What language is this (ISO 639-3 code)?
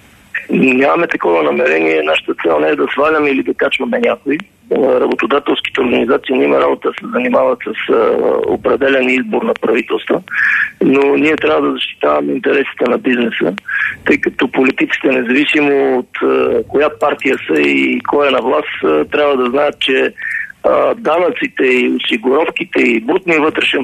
bul